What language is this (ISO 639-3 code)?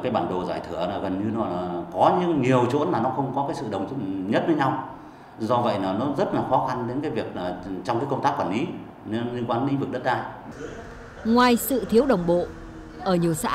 vie